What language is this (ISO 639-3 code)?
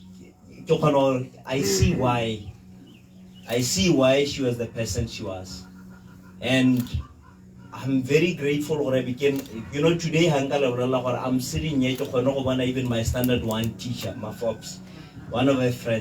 tsn